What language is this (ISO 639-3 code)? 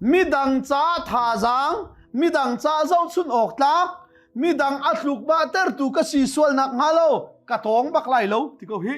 cnh